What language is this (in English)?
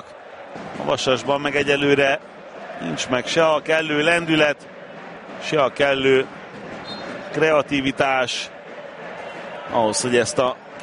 Hungarian